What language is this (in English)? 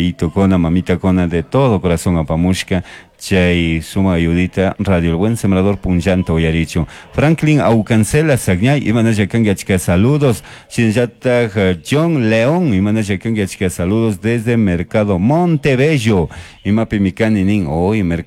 Chimborazo Highland Quichua